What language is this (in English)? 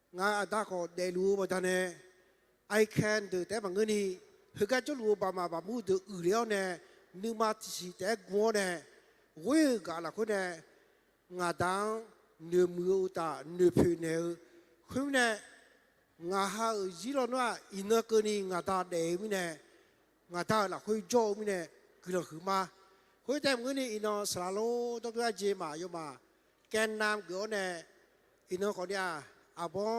Akha